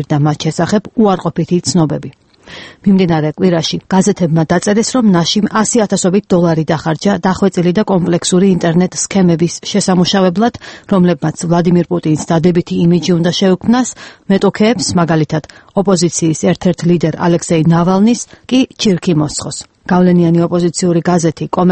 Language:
Georgian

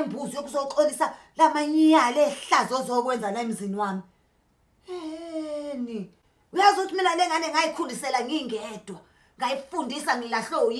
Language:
Zulu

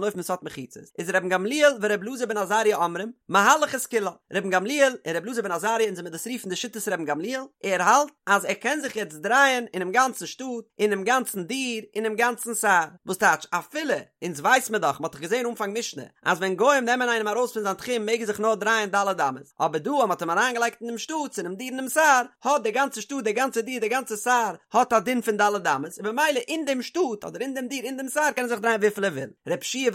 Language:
Yiddish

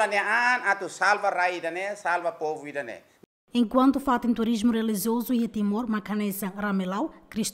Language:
Tetum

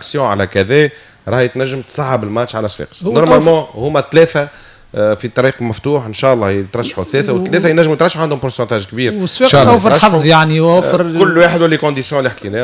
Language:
Tunisian Arabic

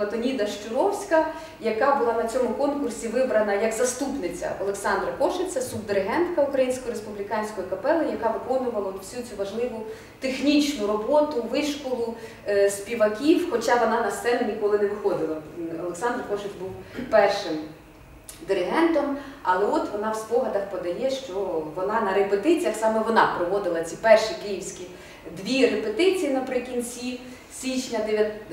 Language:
Ukrainian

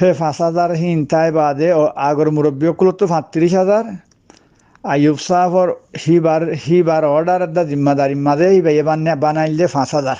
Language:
Rohingya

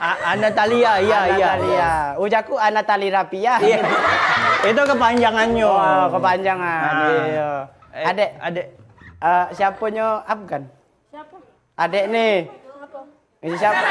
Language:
Musi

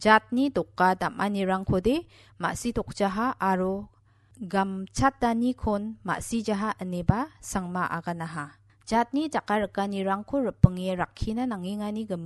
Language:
Garo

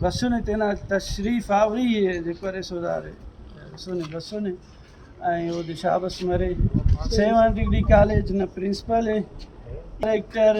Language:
Brahui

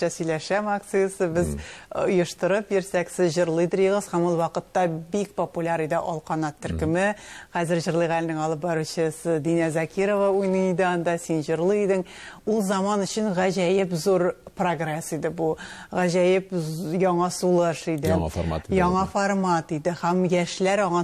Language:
Tatar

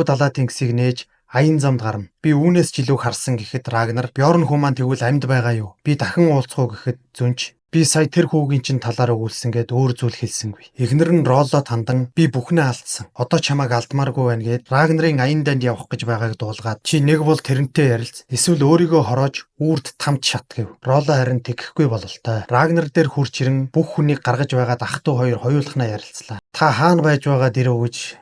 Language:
Mongolian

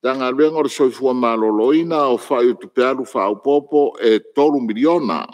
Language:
Samoan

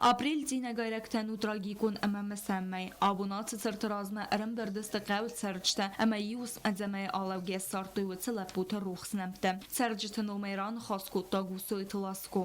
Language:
Ossetic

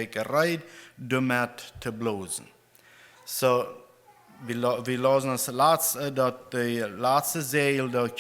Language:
Plautdietsch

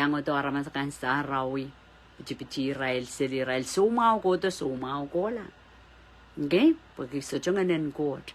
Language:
Pohnpeian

